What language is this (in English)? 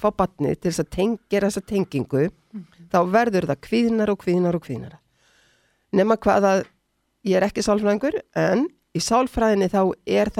Icelandic